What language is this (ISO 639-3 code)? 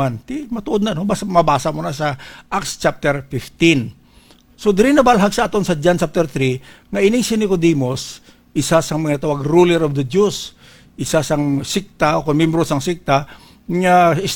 hil